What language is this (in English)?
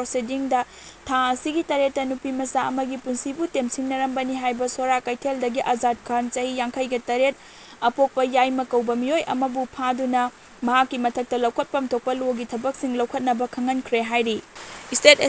Manipuri